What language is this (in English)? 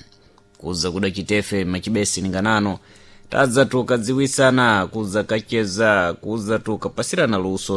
Sena